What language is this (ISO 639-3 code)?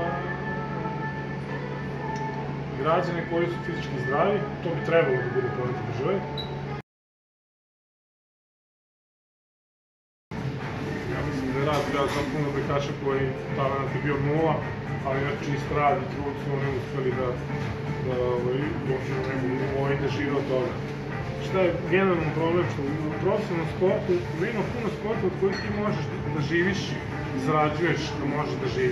srp